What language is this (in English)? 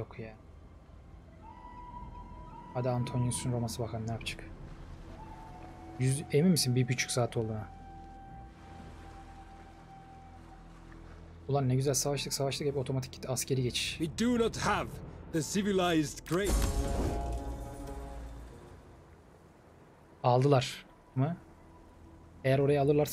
Turkish